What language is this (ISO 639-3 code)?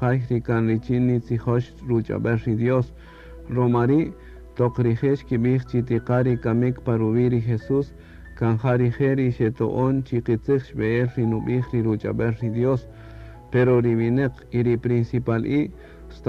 cak